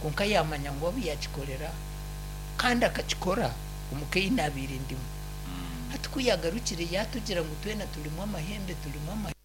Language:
Nyankole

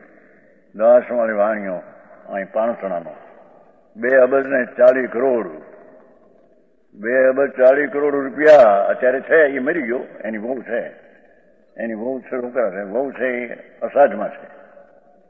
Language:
Gujarati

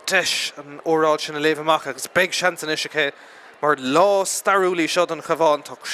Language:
Irish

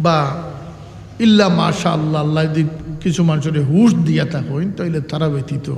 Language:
Sylheti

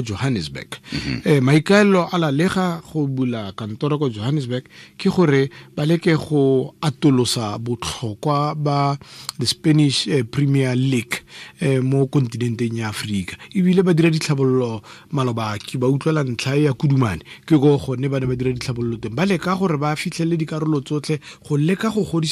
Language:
Tswana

